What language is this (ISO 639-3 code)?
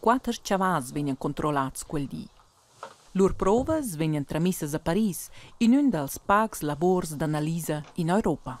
roh